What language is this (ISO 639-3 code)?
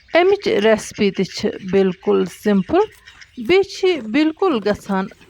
kas